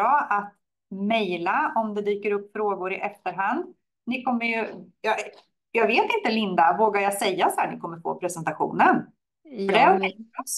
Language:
Swedish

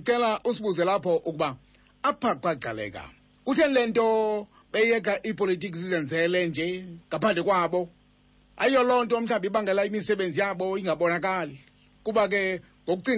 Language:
Xhosa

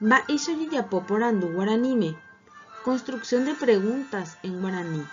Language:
Guarani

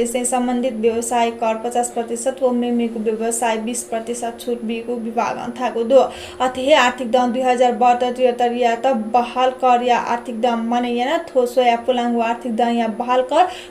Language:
Newari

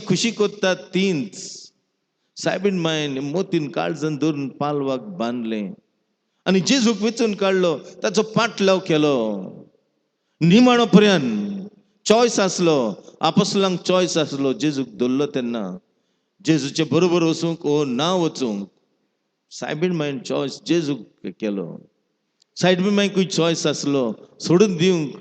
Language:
Konkani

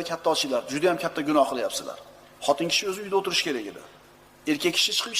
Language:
Uzbek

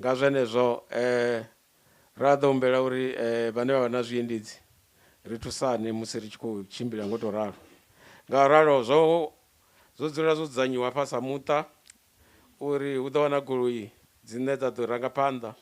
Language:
Venda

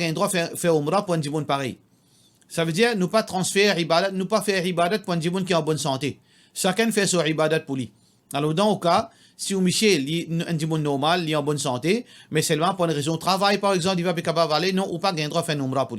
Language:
Morisyen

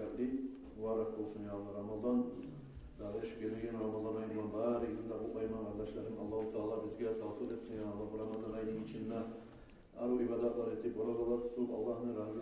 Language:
Kumyk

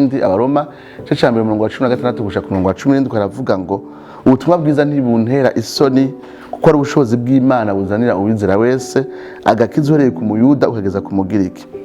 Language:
Rundi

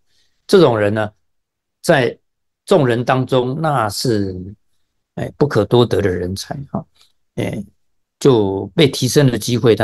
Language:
Chinese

